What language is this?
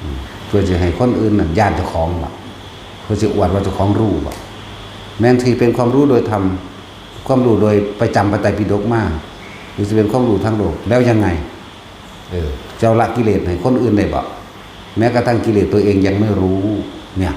Northeastern Thai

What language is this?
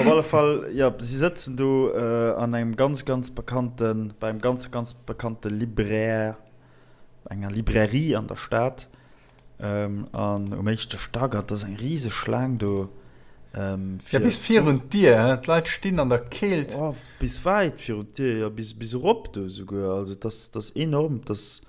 Luxembourgish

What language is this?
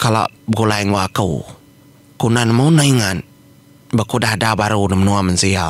Iban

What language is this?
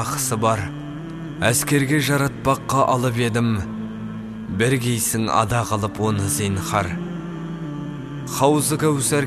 Kazakh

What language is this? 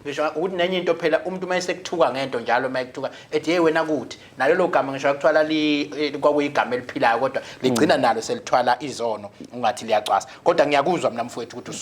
Zulu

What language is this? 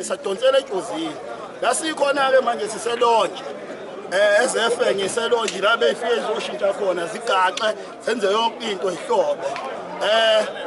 Zulu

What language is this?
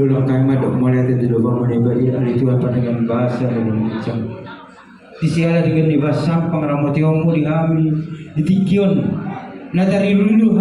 Batak Toba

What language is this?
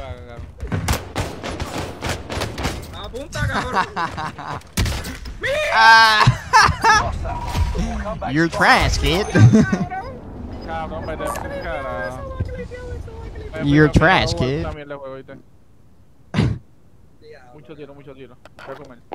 Spanish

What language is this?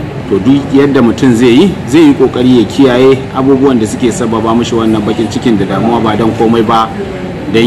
Hausa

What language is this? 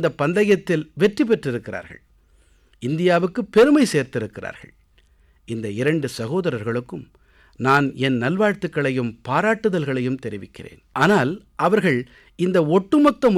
Tamil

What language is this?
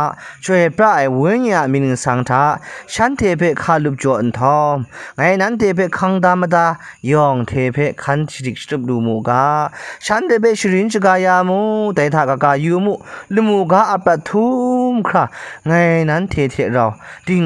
Kachin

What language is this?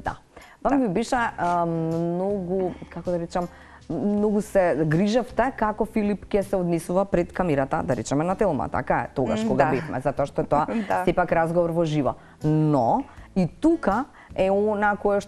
Macedonian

